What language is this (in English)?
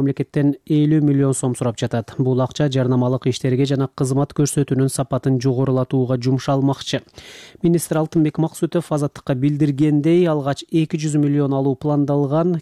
Kyrgyz